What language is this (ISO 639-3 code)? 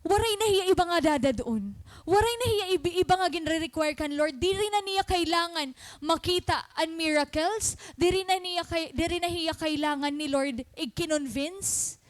war